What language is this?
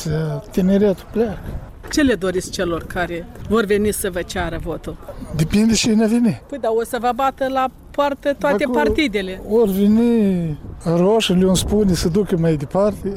Romanian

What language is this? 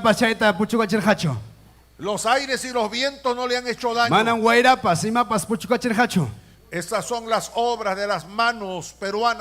Ayacucho Quechua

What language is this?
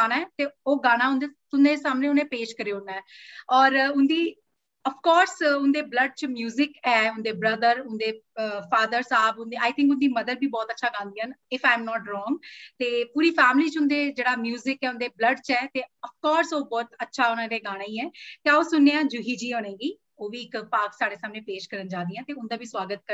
Dogri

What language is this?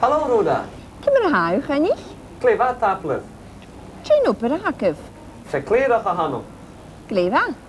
Scottish Gaelic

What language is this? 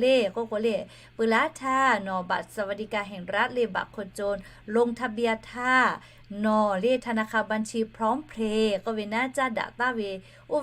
Lahu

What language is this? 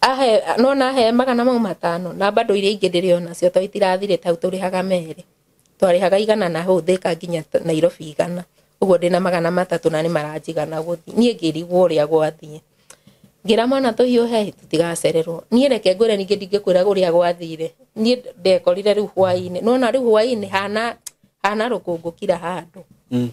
Kikuyu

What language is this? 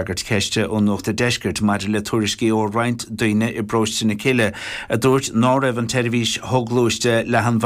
Irish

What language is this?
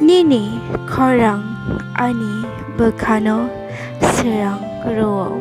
Kok Borok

